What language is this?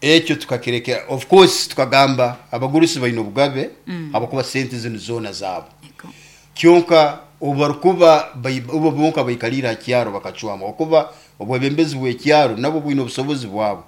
Nyoro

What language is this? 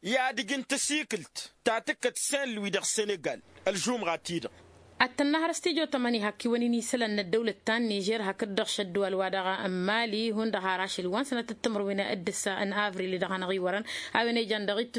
Tamasheq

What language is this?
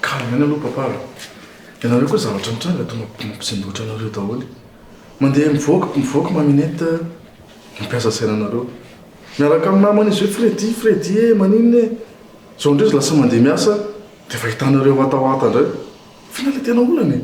Malagasy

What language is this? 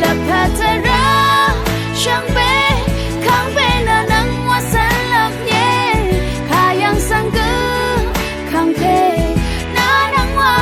Rawang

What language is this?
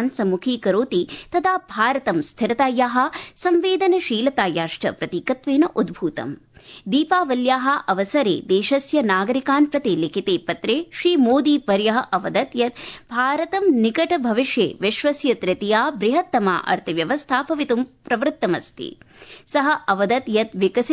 Sanskrit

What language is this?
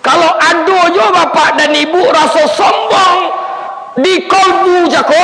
Minangkabau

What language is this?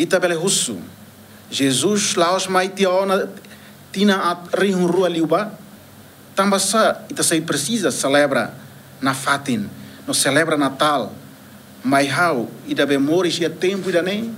Tetum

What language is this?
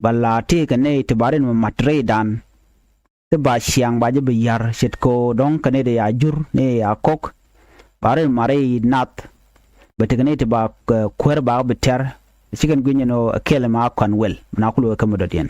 Nuer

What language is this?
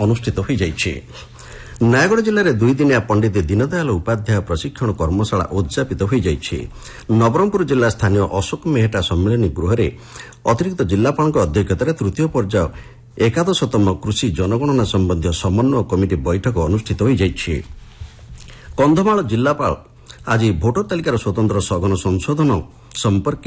Odia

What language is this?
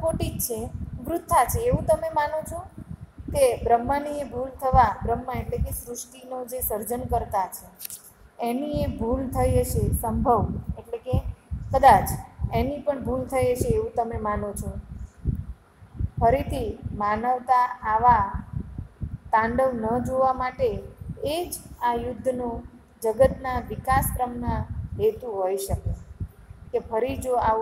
Gujarati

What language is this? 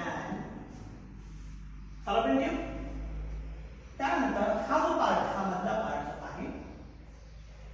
Marathi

